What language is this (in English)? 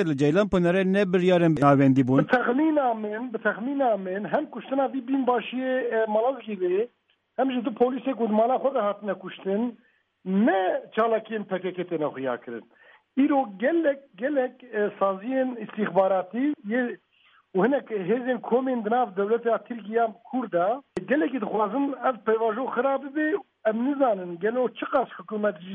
Kurdish